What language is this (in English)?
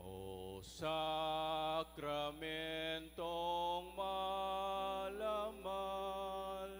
Pampanga